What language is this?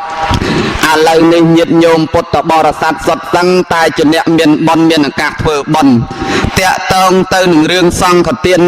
Khmer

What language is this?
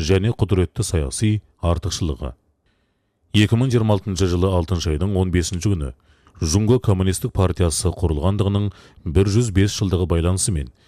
Kazakh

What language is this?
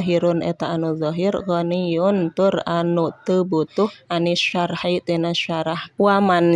Sundanese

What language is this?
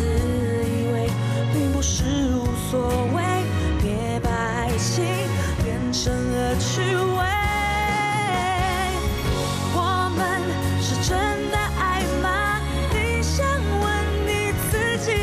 Chinese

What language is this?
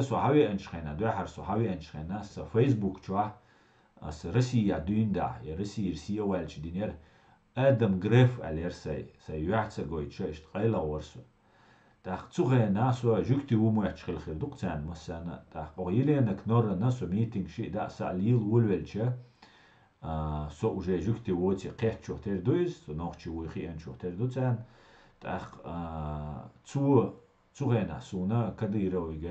Chechen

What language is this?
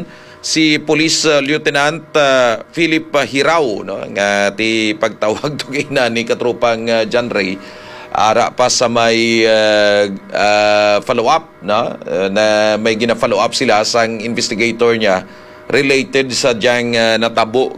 Hiligaynon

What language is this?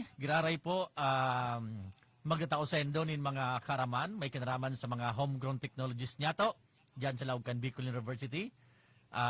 Bikol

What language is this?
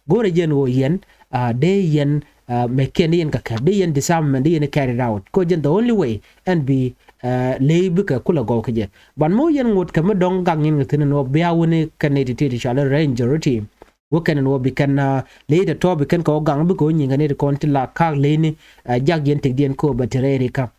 Nuer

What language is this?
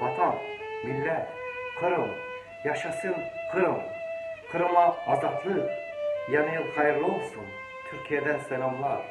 Crimean Tatar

